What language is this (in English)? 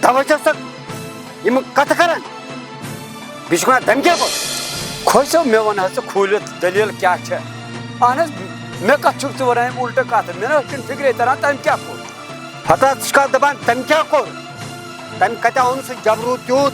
Kashmiri